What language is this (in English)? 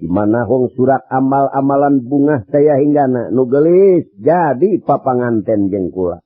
Sundanese